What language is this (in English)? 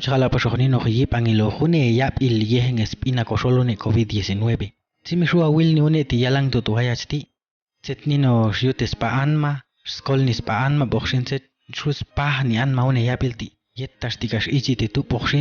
Popti'